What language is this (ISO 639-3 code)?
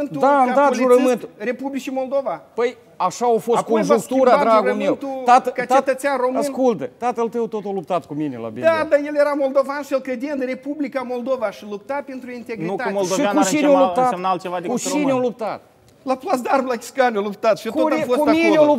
ron